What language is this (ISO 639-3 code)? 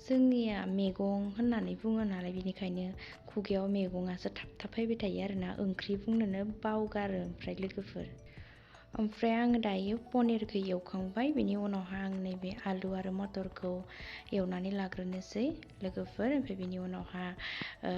brx